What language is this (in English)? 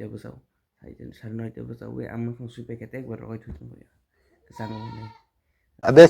Kok Borok